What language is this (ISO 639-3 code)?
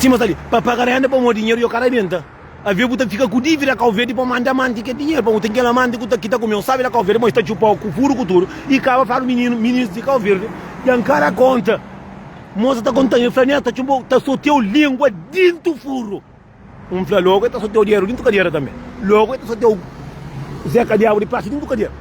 kea